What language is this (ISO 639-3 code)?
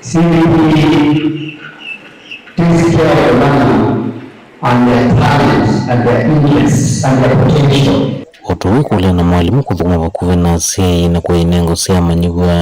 kam